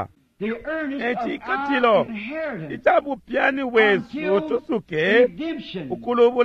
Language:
Bemba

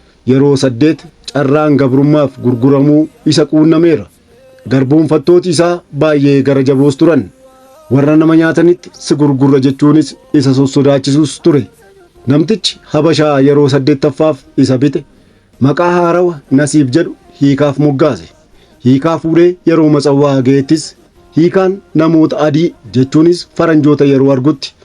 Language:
Oromo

